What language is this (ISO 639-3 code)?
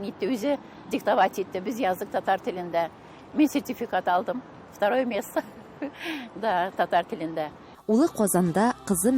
tat